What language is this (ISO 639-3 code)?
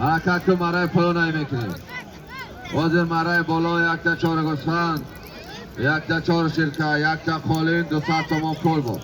tgk